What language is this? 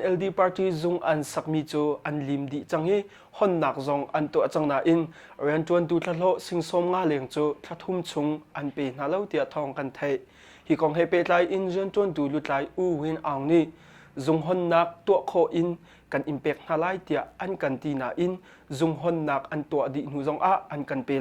Hakha Chin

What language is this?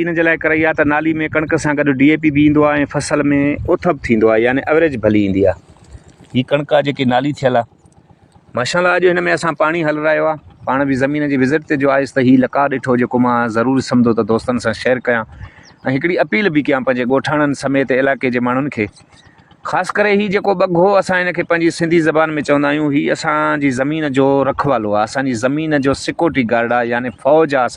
Sindhi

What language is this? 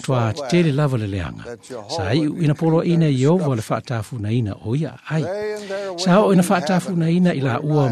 Samoan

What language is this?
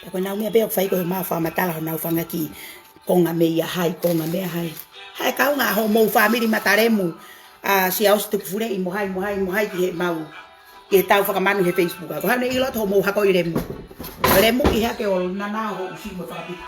Tongan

